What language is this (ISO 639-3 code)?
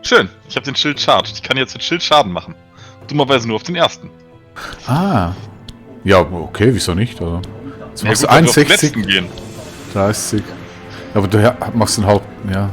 gsw